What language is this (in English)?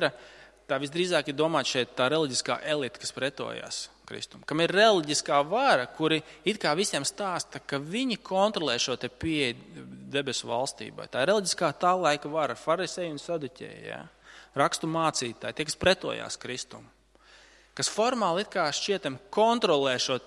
Latvian